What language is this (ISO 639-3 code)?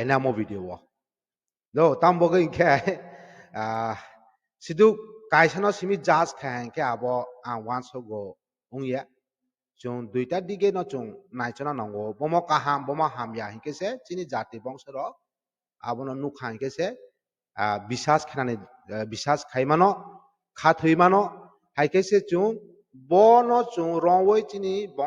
trp